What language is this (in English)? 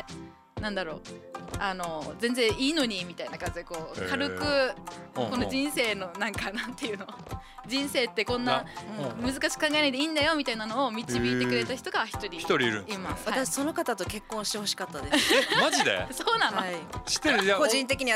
Japanese